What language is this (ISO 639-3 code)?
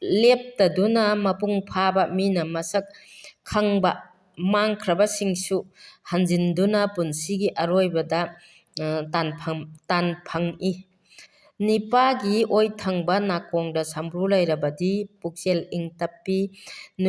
mni